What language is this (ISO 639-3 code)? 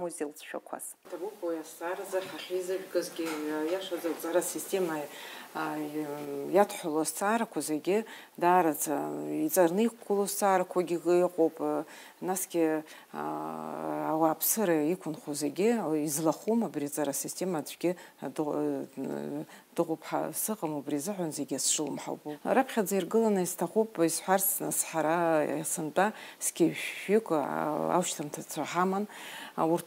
abk